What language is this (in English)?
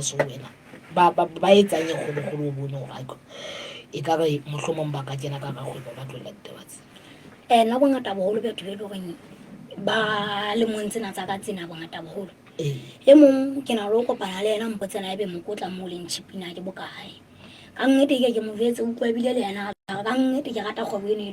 Southern Sotho